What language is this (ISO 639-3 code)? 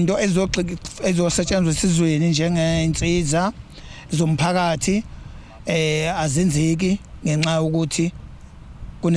zul